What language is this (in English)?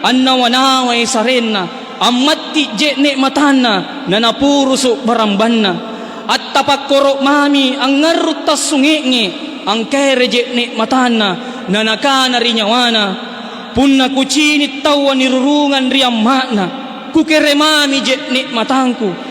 Makasar